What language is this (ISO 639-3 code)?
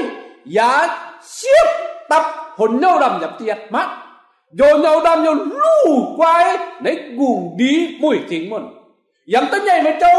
mji